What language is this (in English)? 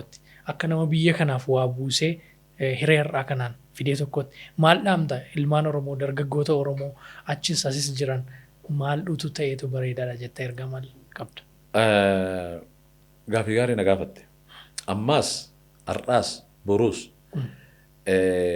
Oromo